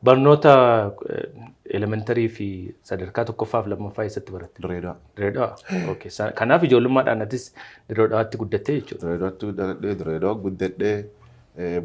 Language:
Oromo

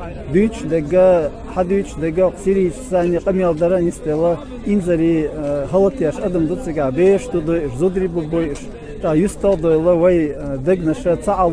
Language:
Chechen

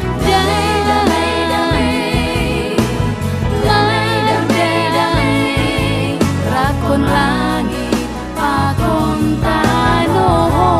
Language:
Batak Simalungun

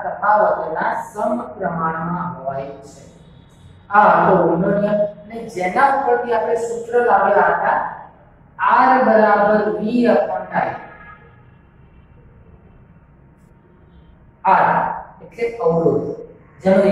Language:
Gujarati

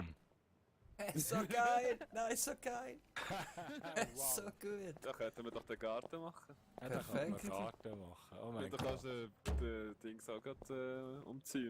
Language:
Swiss German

